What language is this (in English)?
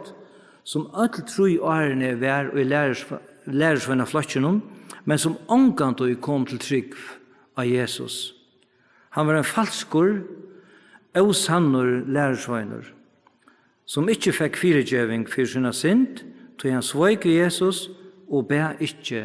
Faroese